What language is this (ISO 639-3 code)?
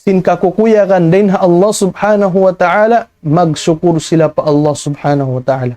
tsg